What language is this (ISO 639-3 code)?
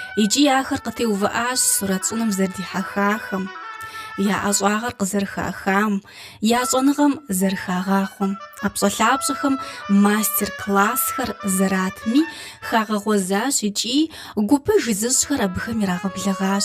kbd